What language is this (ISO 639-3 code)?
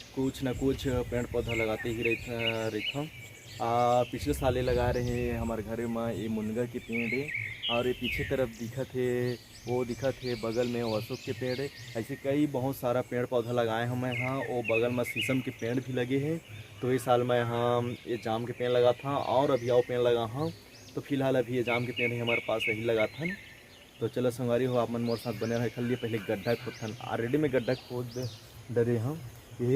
hne